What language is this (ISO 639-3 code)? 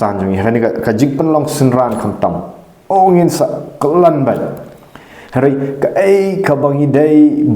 kha